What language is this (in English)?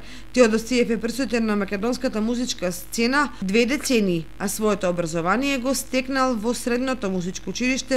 Macedonian